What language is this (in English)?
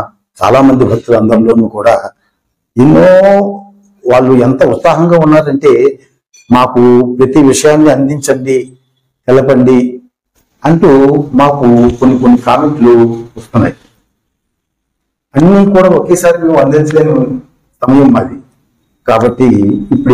Telugu